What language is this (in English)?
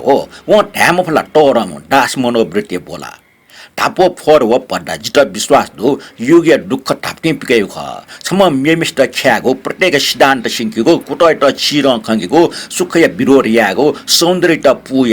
Newari